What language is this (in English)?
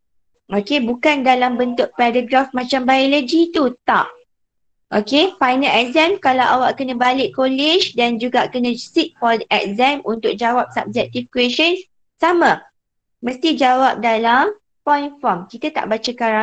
Malay